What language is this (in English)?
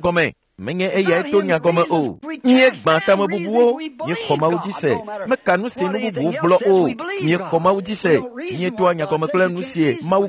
Ewe